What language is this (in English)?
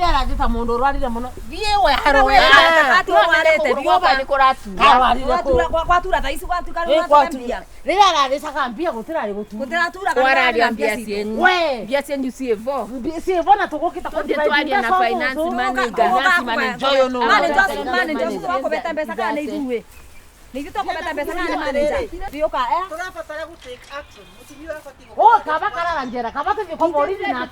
Kikuyu